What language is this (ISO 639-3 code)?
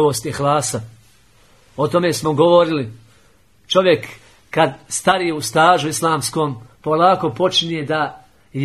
bos